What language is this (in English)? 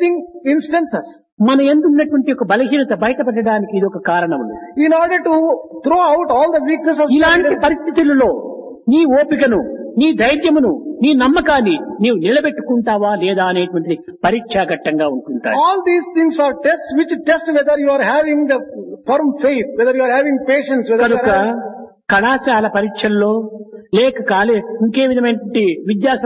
Telugu